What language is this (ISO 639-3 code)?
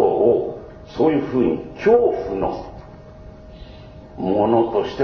jpn